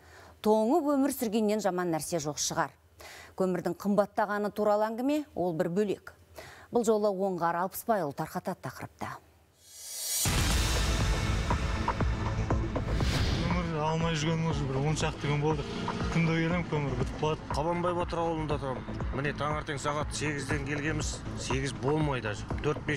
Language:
Kazakh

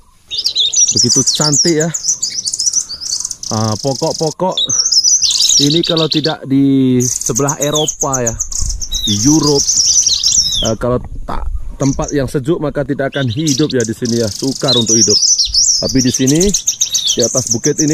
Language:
Malay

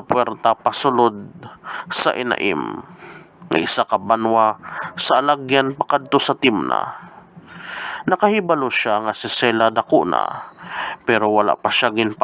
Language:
Hiligaynon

